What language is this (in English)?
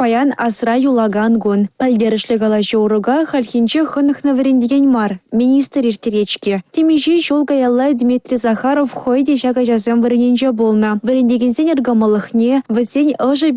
Chuvash